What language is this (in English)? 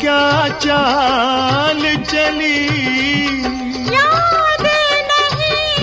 Hindi